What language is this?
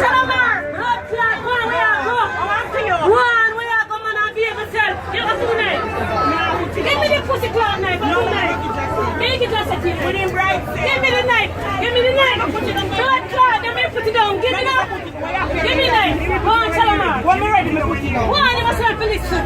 Jamaican Creole English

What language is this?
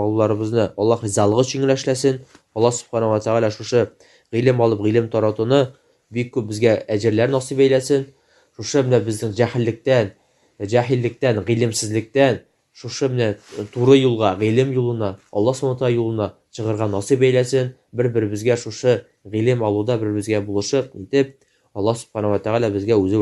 Tatar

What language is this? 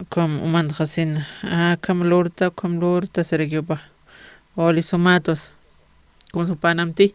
Aymara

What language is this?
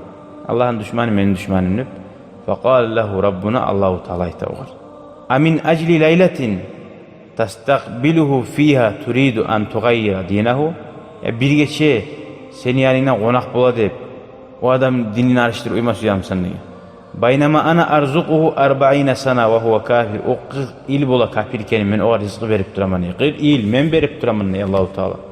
Kumyk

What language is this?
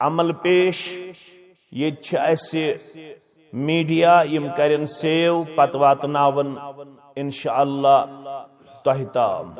Kashmiri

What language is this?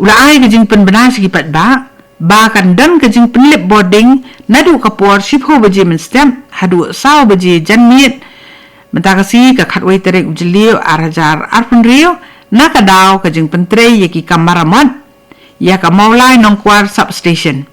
Khasi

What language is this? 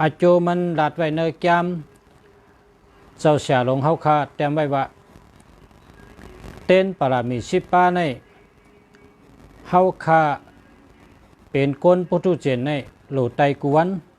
Shan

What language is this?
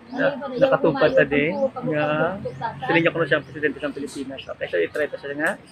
Hiligaynon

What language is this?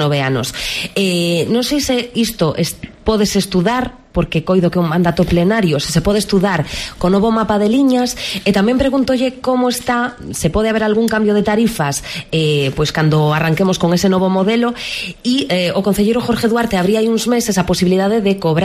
Galician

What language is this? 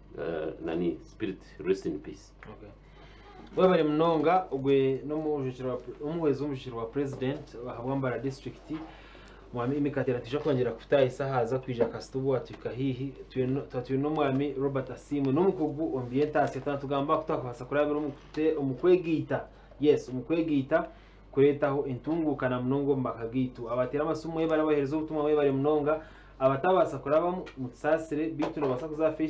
Nyankole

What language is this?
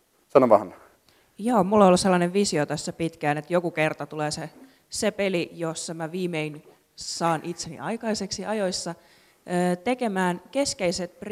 Finnish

